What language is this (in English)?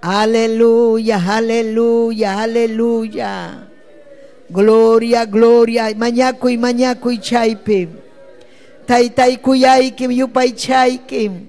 Ayacucho Quechua